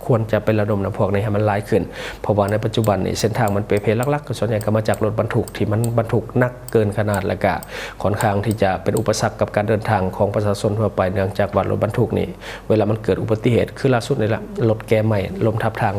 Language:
Lao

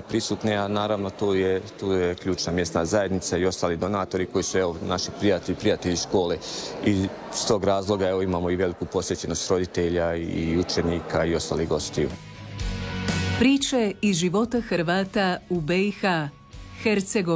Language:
Croatian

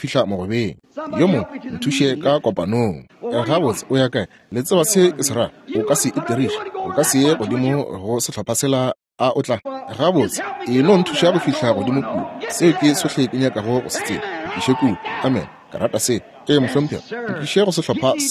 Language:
Northern Sotho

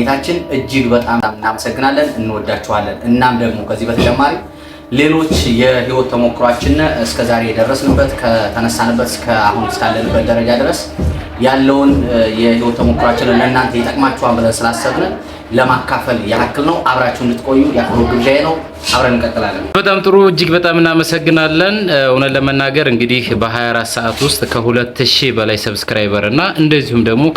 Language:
Amharic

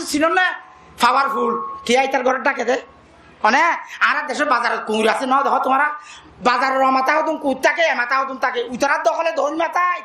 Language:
Rohingya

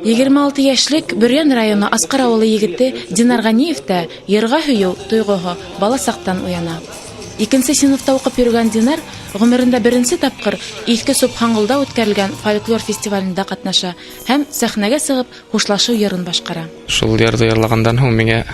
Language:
Bashkir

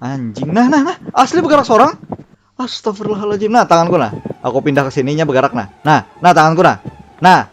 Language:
Banjar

